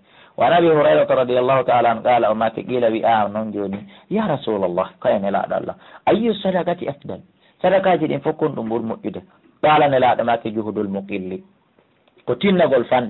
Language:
Fula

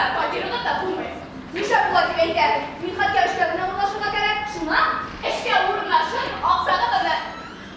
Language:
Bashkir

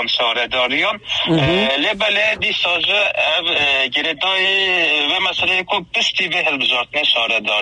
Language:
Kurdish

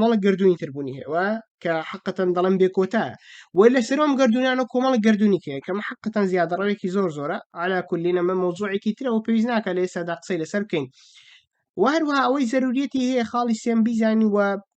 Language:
Central Kurdish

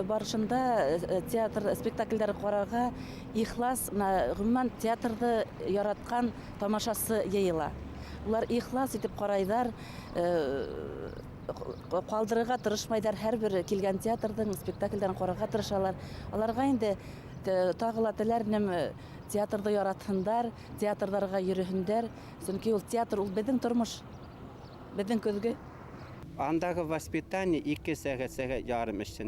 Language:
Bashkir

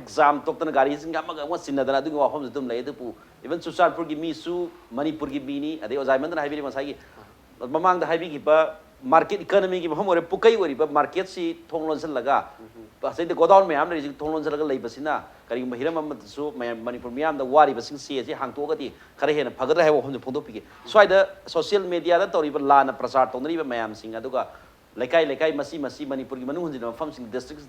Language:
Manipuri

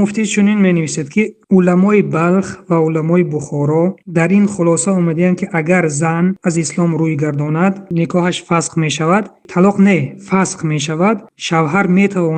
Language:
Tajik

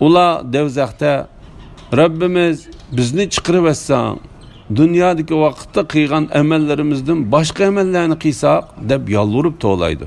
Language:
Uyghur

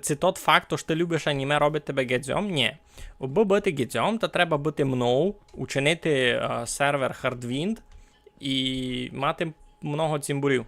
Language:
Rusyn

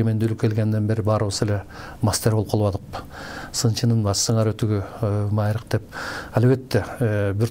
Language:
Kyrgyz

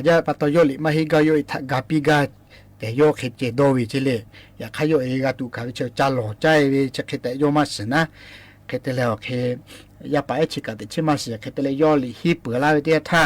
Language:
Lahu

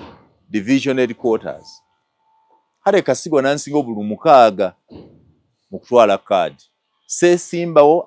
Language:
Ganda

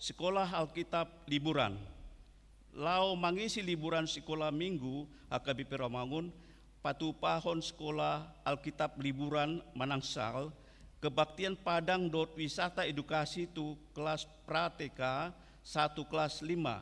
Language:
Batak Toba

